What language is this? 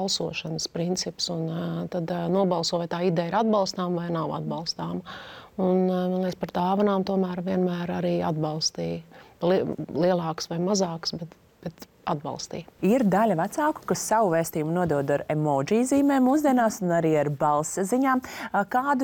Latvian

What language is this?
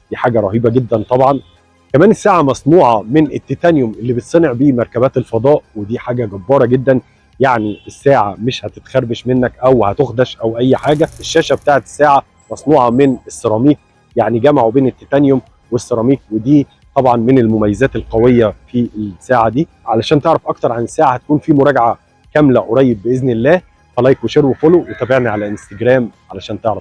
Egyptian Arabic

